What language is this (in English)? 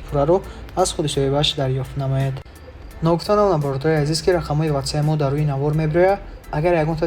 Tajik